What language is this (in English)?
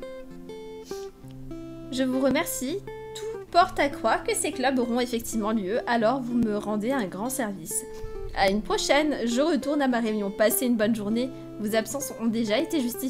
French